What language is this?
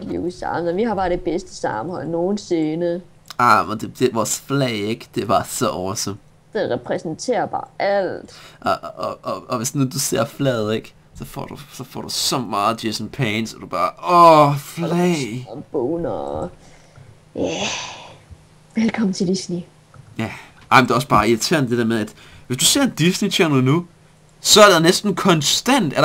Danish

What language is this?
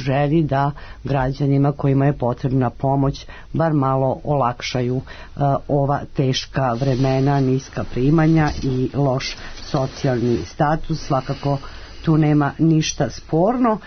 Serbian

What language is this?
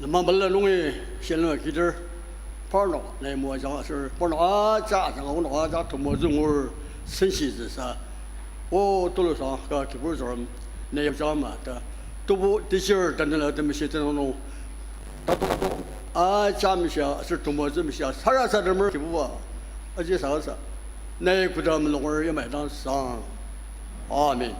Ao Naga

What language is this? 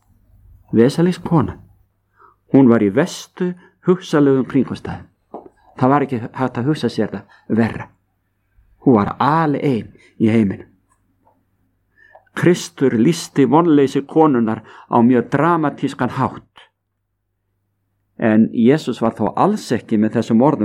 Icelandic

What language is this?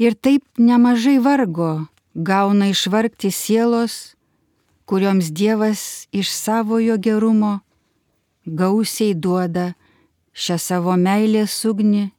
Lithuanian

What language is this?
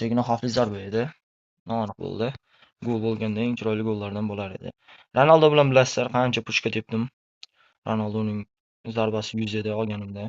Uzbek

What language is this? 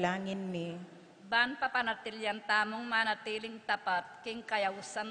Pampanga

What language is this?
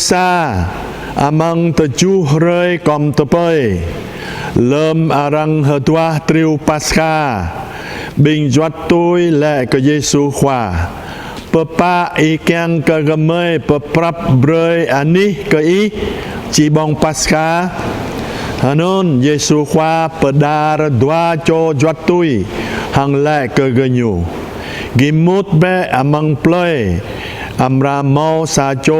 Jarai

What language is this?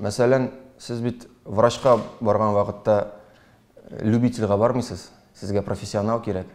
Tatar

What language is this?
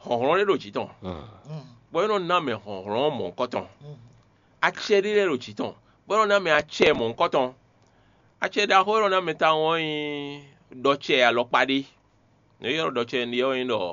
Fon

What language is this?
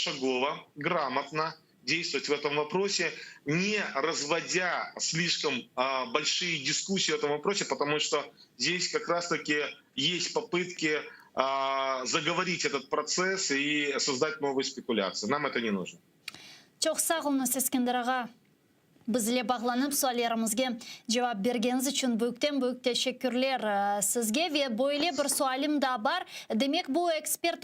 Crimean Tatar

